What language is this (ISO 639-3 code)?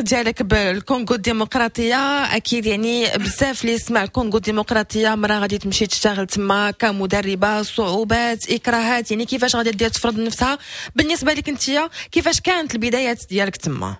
ary